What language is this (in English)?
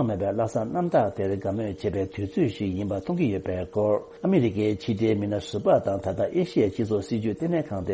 Tibetan